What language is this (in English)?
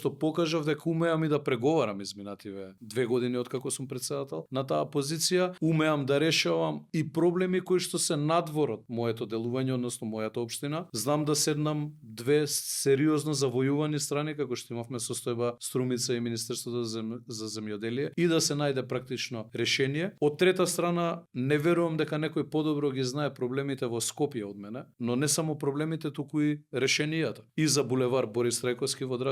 Macedonian